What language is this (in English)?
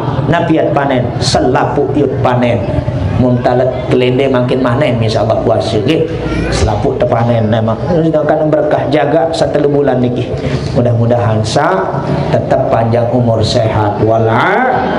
Sasak